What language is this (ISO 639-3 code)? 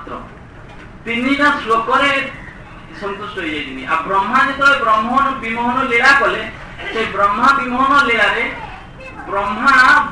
ori